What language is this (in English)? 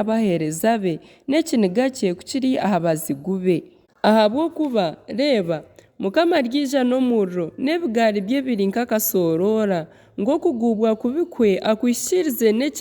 Nyankole